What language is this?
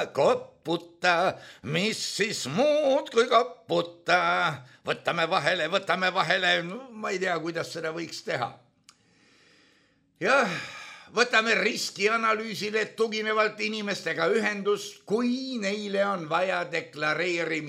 Estonian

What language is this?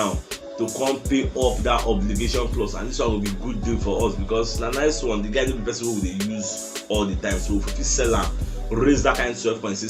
Nigerian Pidgin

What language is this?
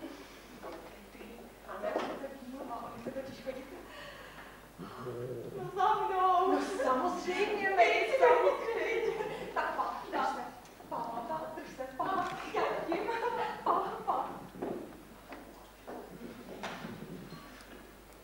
Czech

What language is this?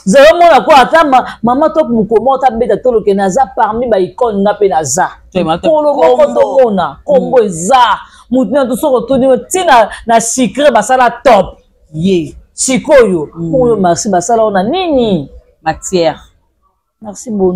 Lingala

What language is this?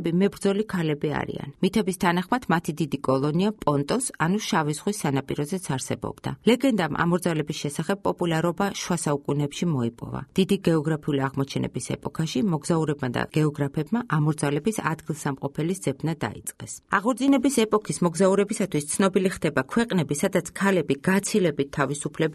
Georgian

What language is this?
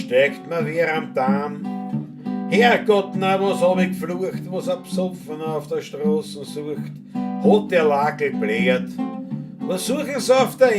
Bavarian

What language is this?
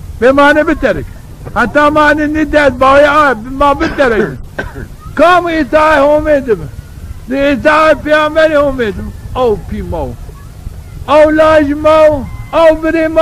Zaza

